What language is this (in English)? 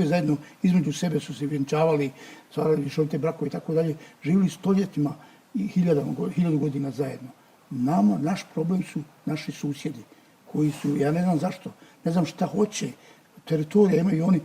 Bosnian